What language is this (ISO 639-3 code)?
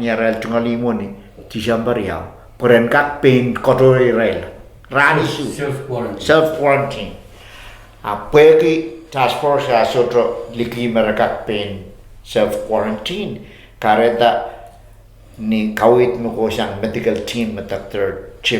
pon